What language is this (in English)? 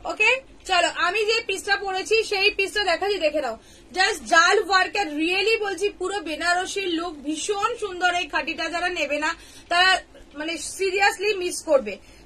Bangla